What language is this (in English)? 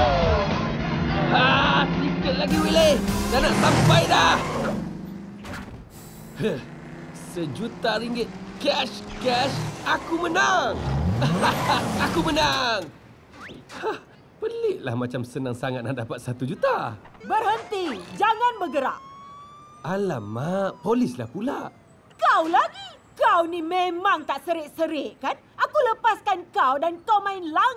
Malay